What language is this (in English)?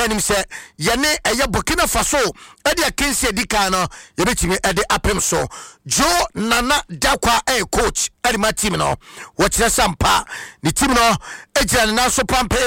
Akan